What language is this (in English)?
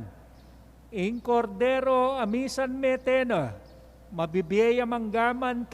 Pampanga